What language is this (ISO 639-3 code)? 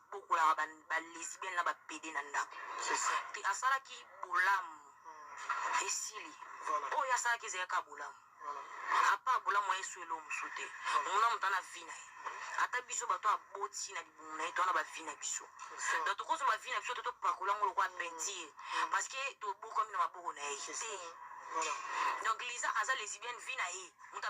lin